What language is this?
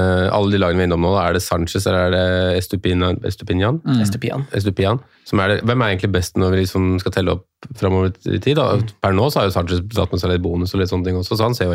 Norwegian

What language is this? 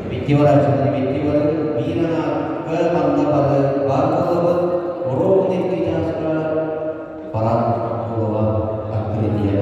Yakut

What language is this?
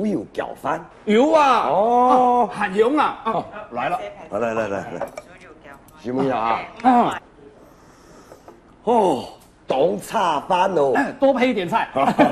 Hakka Chinese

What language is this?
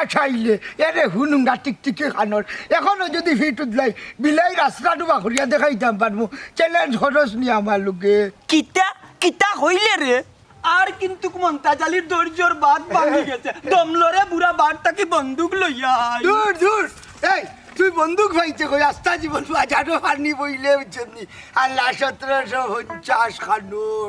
Sylheti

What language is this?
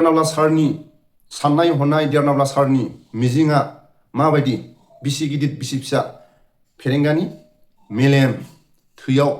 Bodo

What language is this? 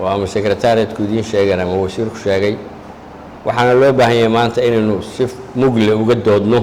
Somali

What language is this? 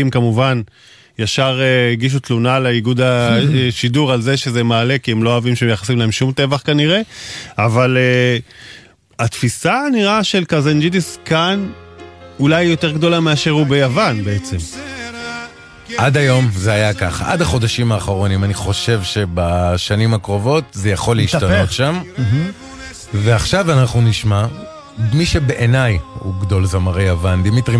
Hebrew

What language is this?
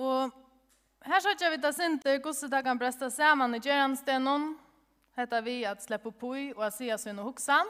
Faroese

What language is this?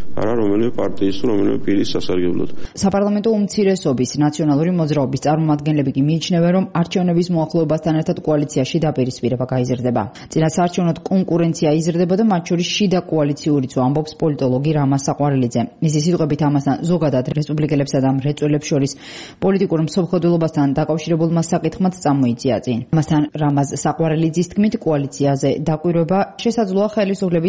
Georgian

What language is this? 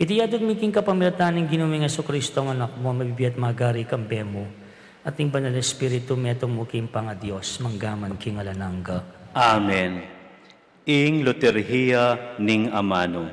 Pampanga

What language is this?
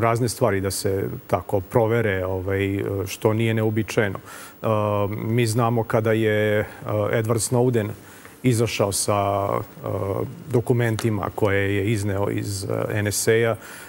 Serbian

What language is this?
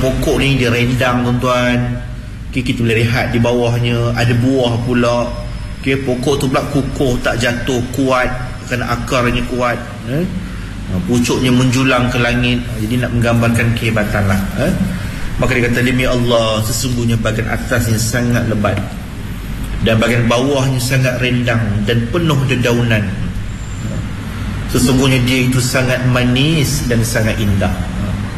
Malay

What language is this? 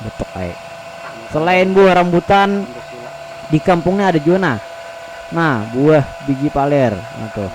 Banjar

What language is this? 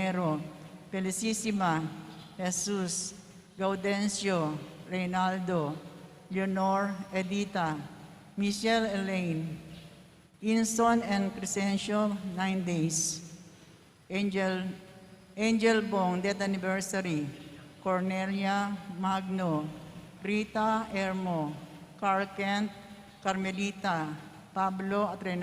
Pampanga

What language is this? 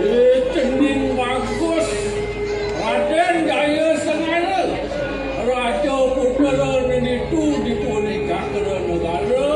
Balinese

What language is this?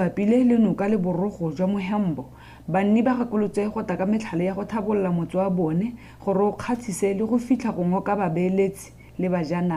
Tswana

